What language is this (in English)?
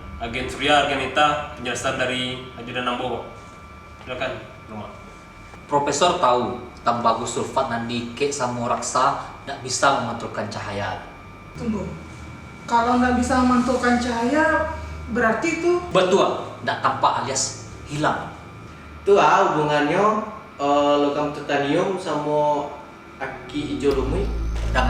Minangkabau